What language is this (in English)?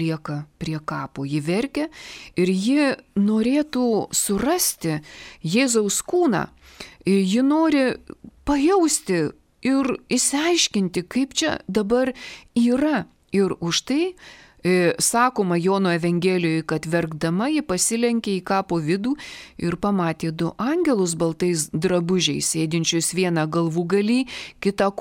Lithuanian